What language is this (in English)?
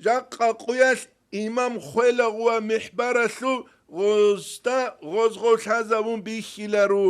Avaric